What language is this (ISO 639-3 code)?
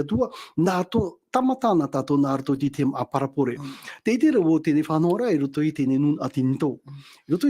tah